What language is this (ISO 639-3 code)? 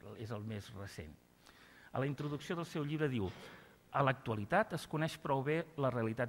cat